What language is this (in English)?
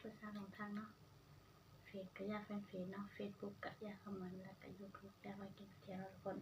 Northeastern Thai